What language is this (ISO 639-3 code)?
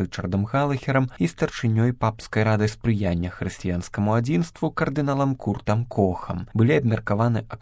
bel